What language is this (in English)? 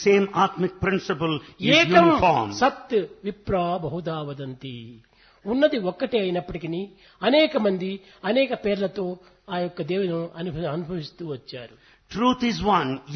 Telugu